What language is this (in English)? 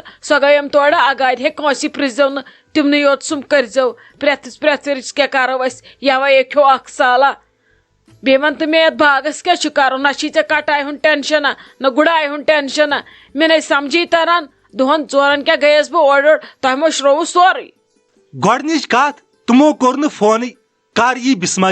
Kashmiri